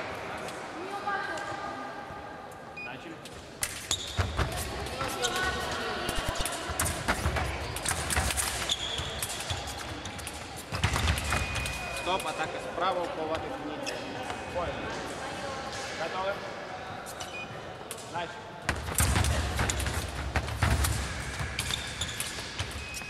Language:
Russian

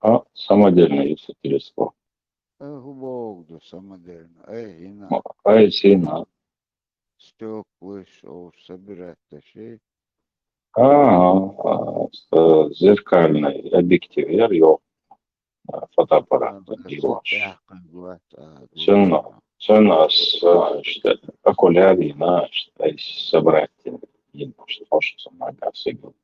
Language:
Chechen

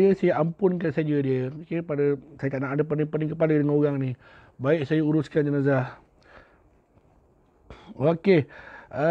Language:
Malay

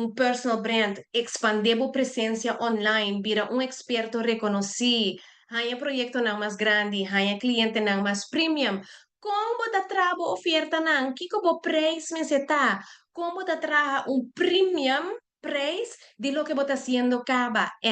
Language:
Papiamento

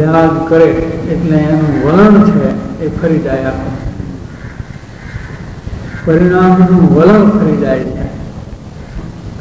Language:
Gujarati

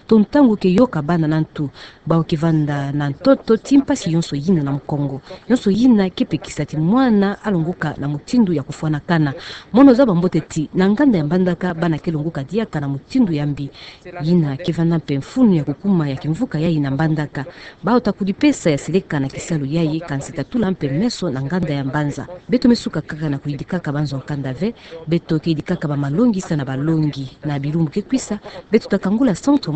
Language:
Kituba (Democratic Republic of Congo)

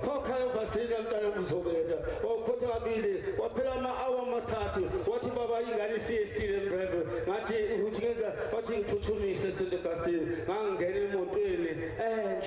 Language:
Zulu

